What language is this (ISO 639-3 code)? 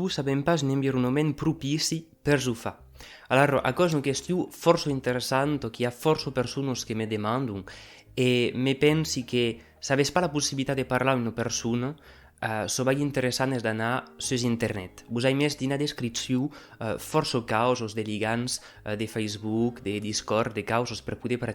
oci